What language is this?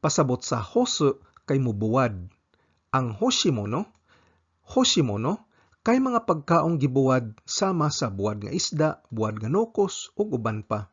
Cebuano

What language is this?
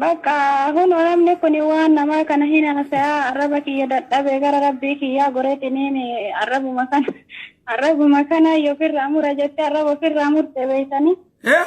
Oromo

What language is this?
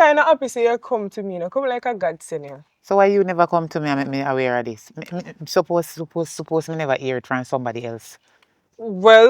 Jamaican Creole English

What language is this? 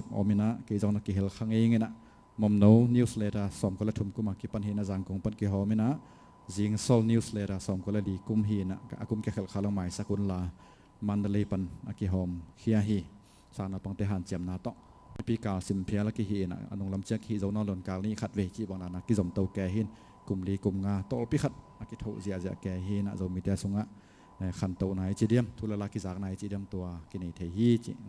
Tedim Chin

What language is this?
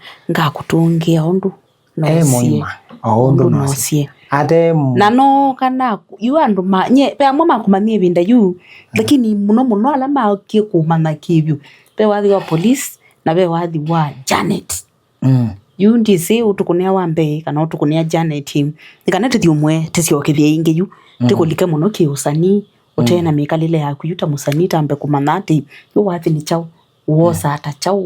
Kamba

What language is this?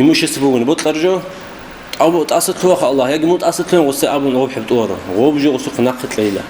Avaric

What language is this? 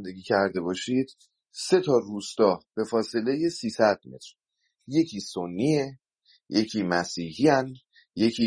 Persian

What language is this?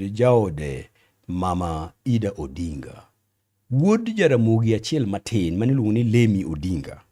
Luo (Kenya and Tanzania)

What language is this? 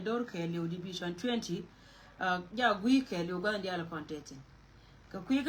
Nuer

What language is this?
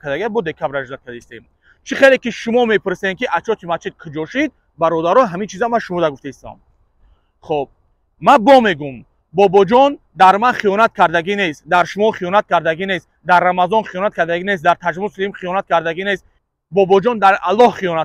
Tajik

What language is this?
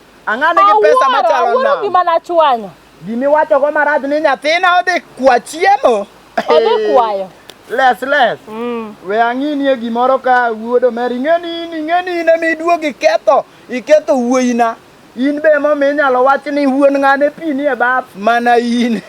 Luo (Kenya and Tanzania)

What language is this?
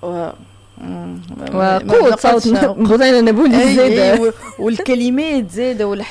Tunisian Arabic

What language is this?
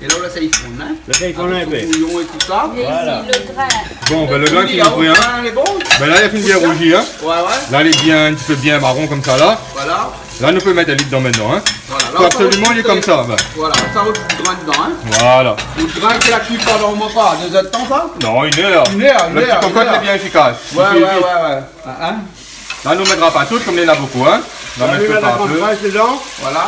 Réunion Creole French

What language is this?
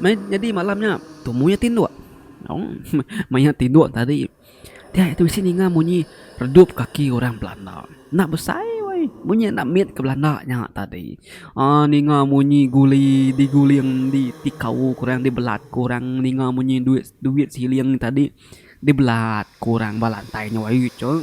Iban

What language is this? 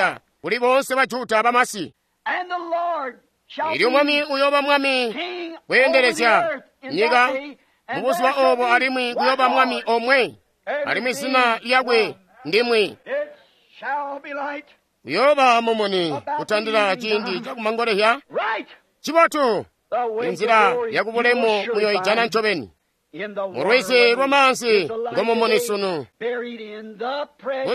Tonga (Zambia)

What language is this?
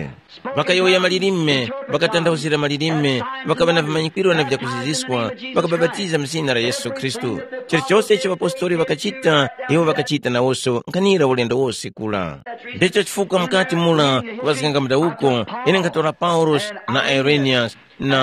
Tumbuka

